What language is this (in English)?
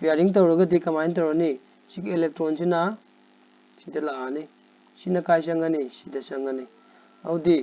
Manipuri